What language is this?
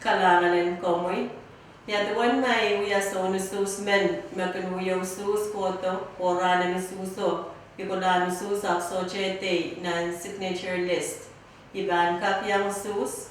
Pohnpeian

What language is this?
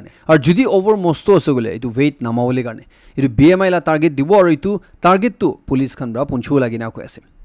Naga Pidgin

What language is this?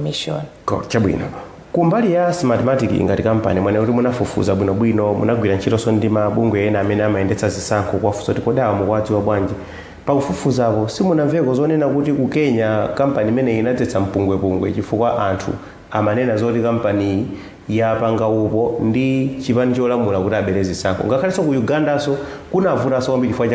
Nyanja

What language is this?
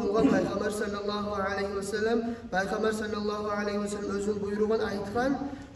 Kumyk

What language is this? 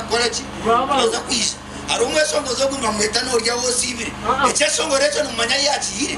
Nyankole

